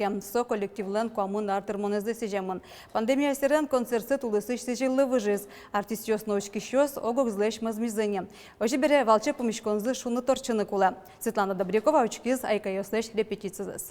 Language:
Udmurt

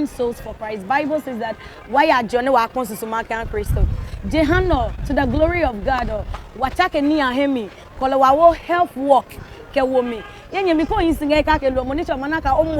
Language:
Adangme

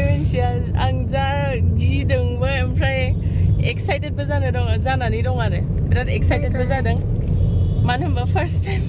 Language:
Bodo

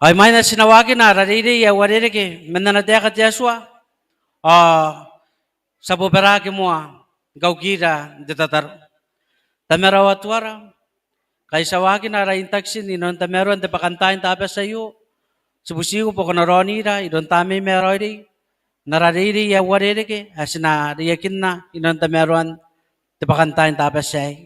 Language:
Gilbertese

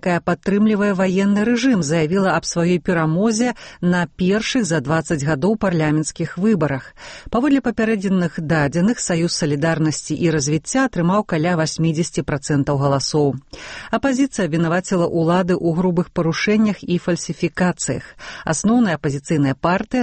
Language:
Belarusian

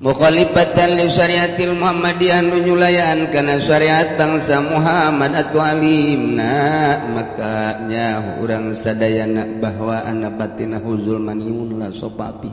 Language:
Sundanese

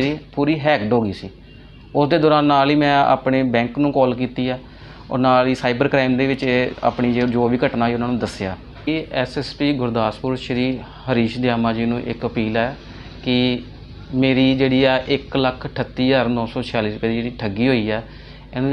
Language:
Punjabi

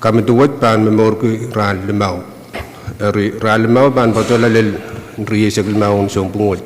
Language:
Pohnpeian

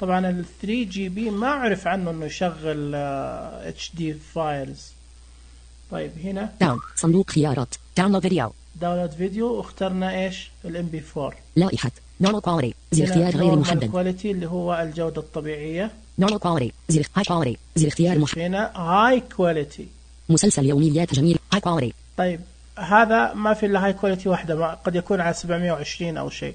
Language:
Najdi Arabic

